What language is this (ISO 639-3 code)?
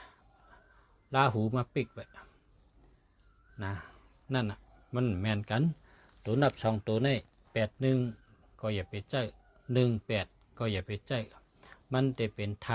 shn